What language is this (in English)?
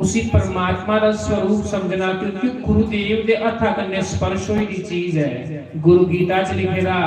Dogri